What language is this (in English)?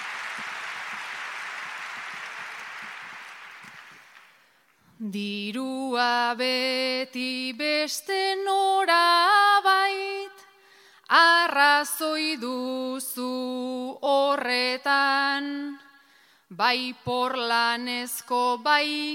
Basque